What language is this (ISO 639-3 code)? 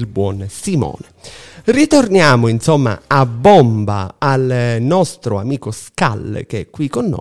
ita